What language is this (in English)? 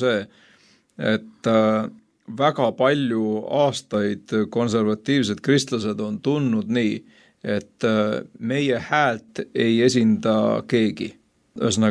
Estonian